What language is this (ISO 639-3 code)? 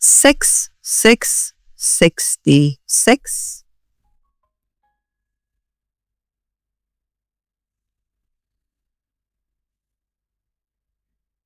nor